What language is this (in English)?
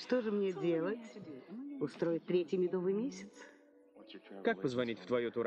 Russian